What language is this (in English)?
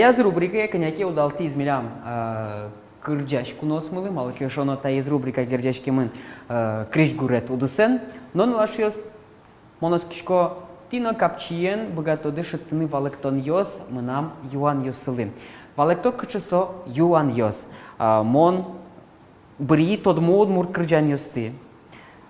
Udmurt